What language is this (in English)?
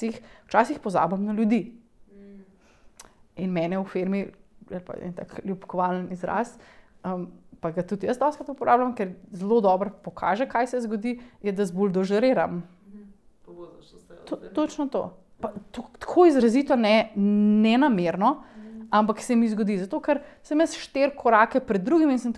Slovenian